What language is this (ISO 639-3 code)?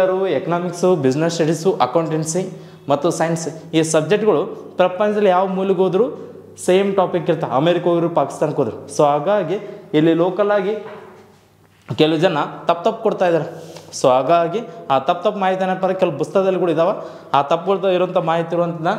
kan